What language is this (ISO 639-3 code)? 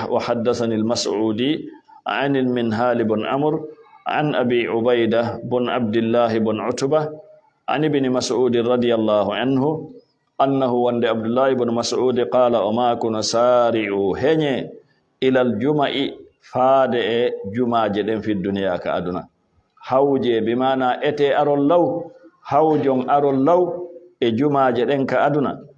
ful